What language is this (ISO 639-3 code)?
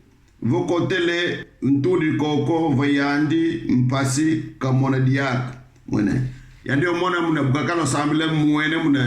kon